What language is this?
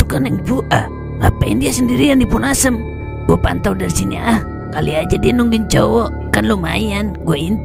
Betawi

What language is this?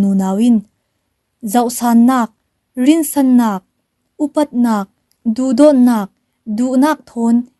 Falam Chin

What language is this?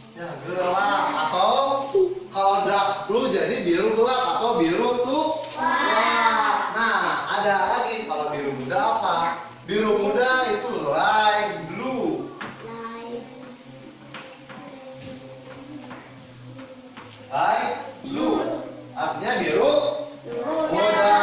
Indonesian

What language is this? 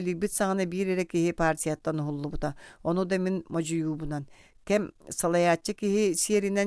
Yakut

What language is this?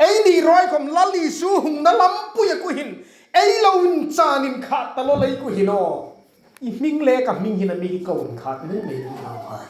Hmar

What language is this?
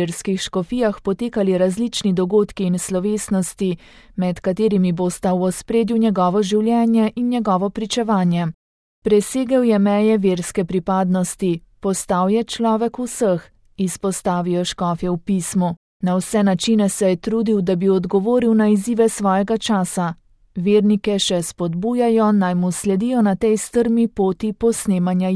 Slovenian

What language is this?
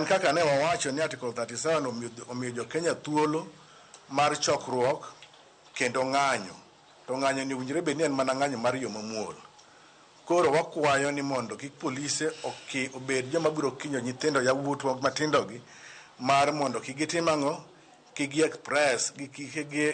Luo (Kenya and Tanzania)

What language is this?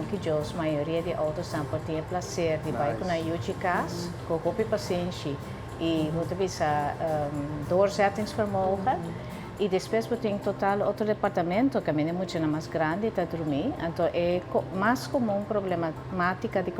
Papiamento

